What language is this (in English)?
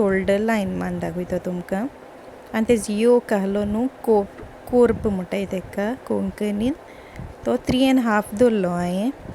Konkani